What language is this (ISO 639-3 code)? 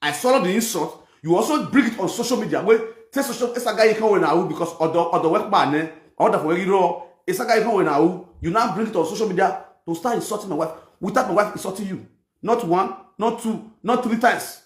pcm